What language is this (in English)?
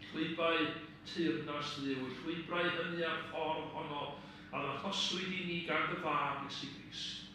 Welsh